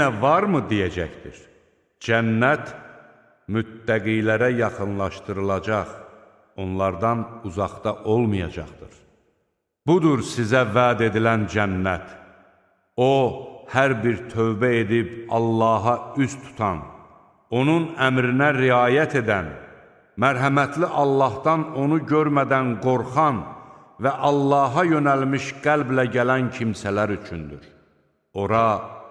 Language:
Azerbaijani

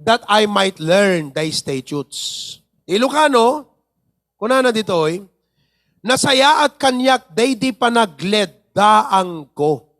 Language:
Iloko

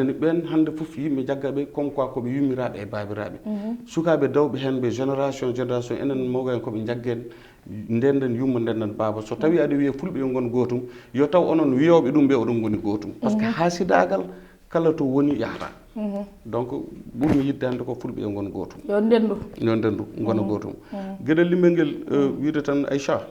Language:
Fula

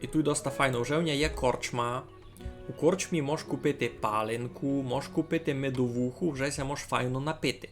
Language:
Rusyn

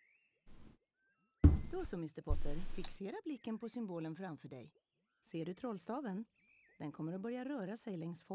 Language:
Swedish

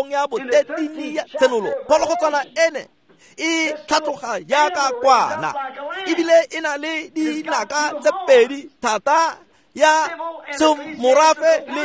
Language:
Tswana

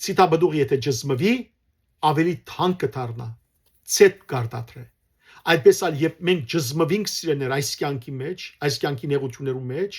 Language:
Western Armenian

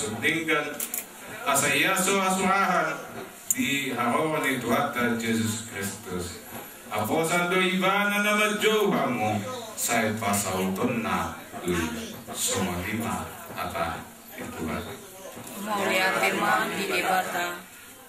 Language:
Batak Toba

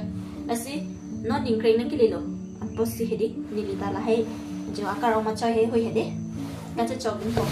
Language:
Karbi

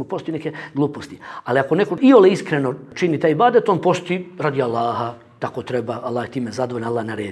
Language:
Bosnian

